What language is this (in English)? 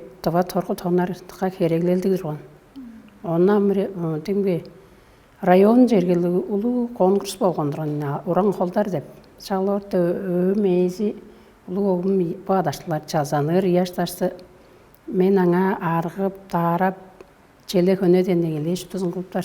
Tuvinian